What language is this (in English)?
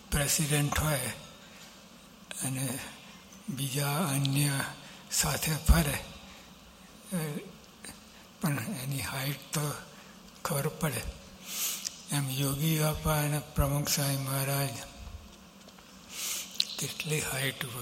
Gujarati